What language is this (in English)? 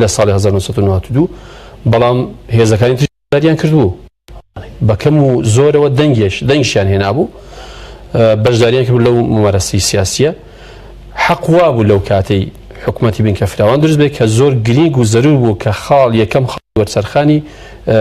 Central Kurdish